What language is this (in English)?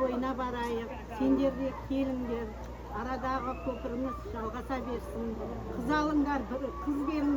Kara-Kalpak